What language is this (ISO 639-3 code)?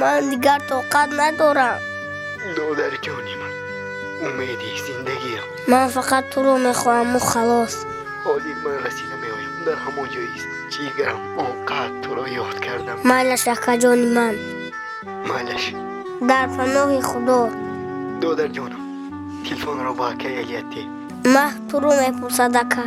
tgk